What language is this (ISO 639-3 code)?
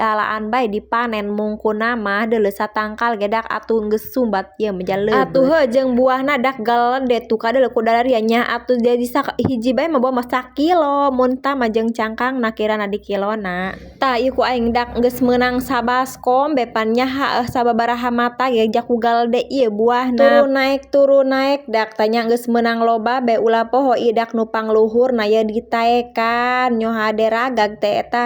sun